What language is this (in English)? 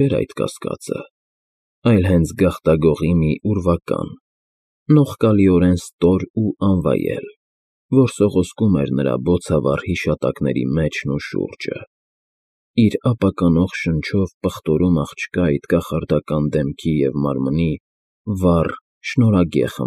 Armenian